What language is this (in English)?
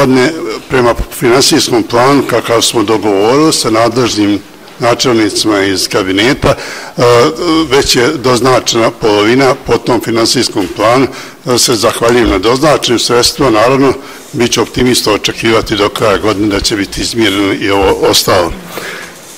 Bosnian